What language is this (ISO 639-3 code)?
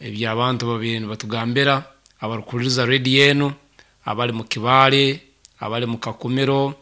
nyo